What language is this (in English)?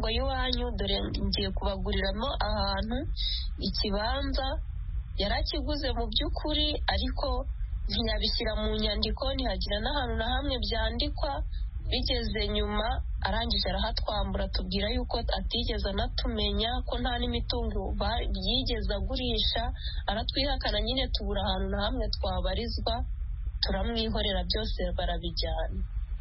Kinyarwanda